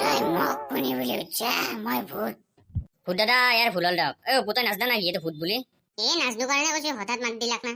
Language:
Assamese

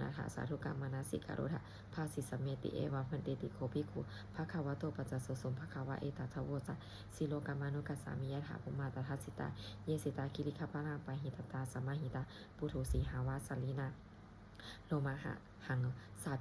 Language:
Pali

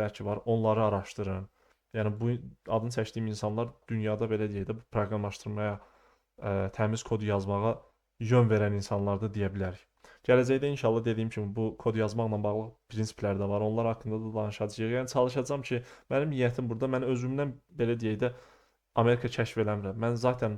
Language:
Azerbaijani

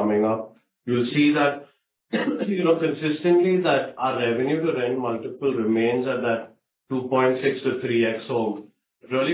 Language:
English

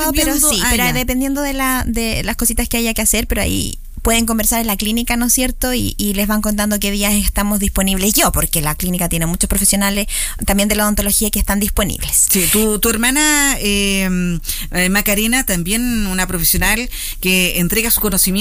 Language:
Spanish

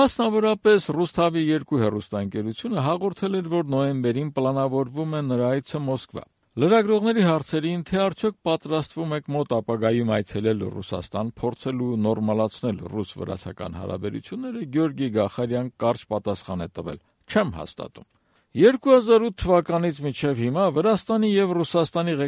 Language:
Armenian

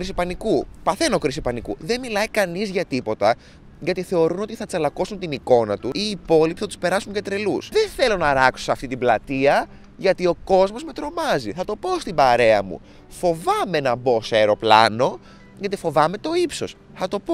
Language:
Greek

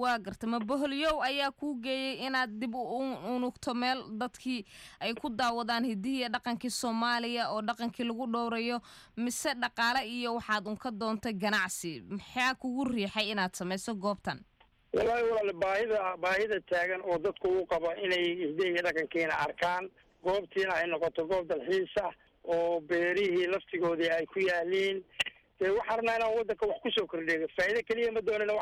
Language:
Somali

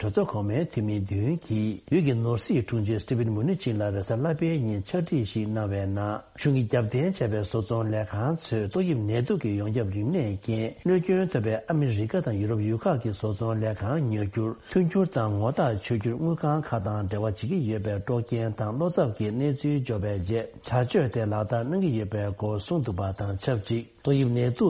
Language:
Tibetan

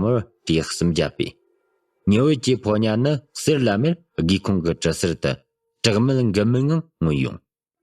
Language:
Tibetan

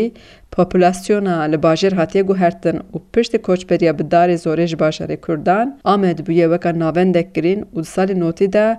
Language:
Kurdish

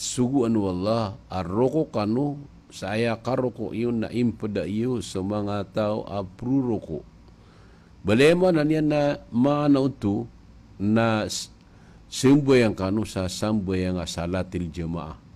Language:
Maranao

